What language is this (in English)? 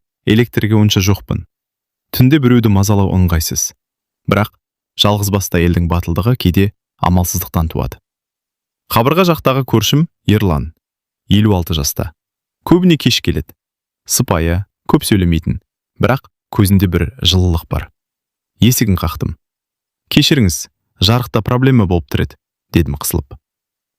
Kazakh